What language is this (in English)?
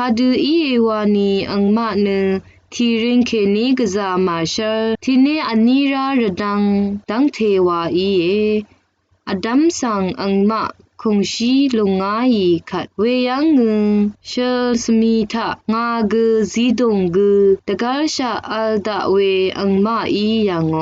Rawang